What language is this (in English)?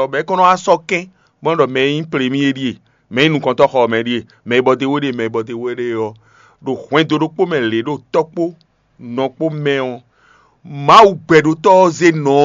Fon